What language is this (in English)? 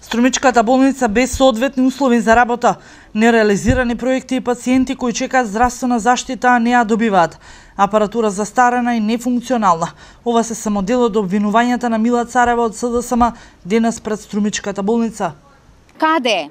Macedonian